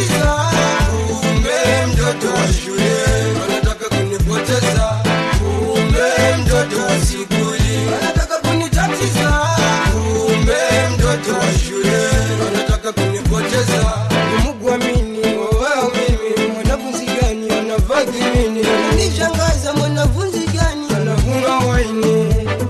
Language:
Swahili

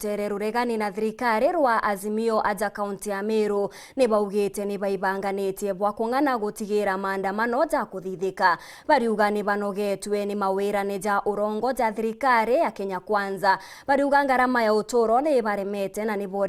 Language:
Meru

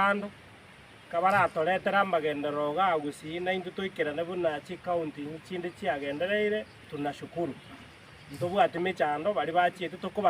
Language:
Gusii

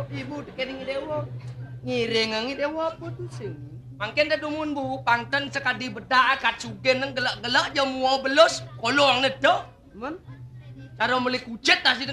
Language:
Balinese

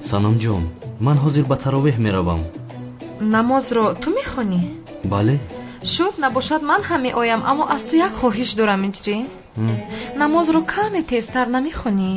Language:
Tajik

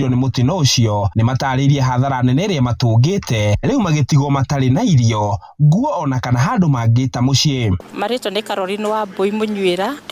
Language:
Kikuyu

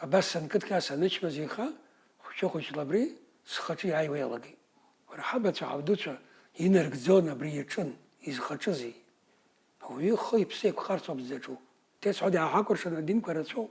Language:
Abkhazian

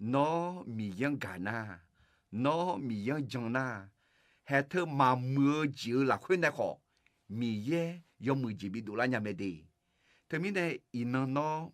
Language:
Akha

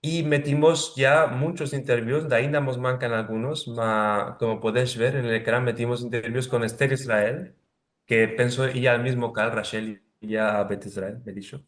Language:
Ladino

